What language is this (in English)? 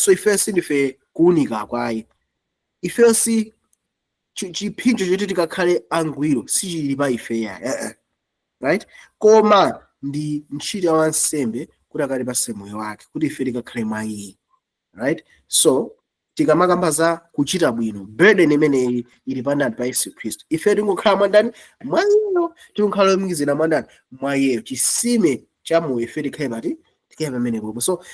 Nyanja